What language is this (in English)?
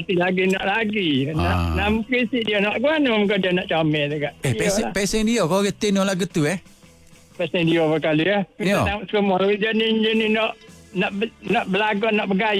Malay